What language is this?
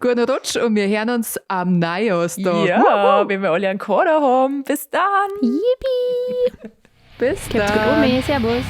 Bavarian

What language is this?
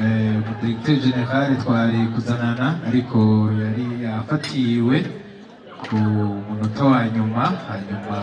Rundi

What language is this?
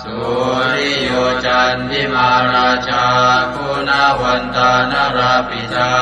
Pali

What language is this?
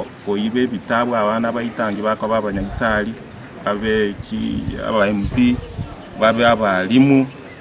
Gusii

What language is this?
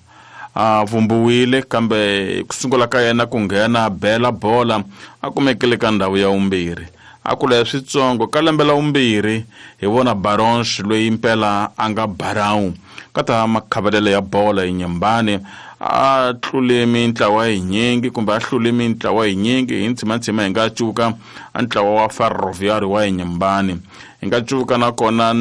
Tsonga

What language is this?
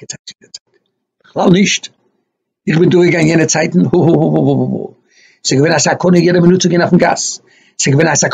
Yiddish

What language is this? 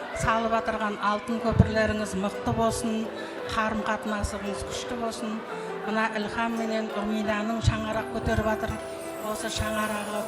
Kara-Kalpak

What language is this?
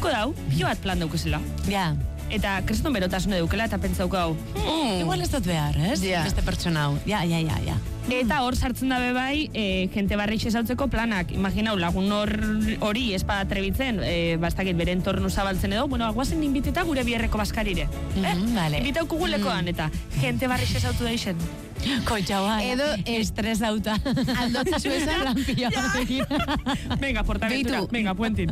Basque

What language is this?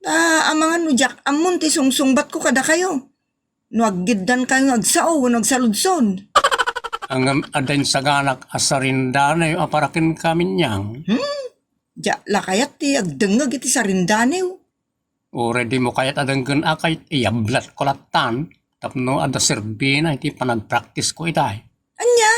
Iloko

